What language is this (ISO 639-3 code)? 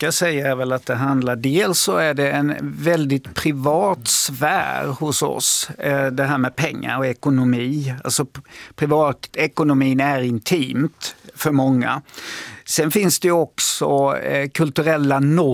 swe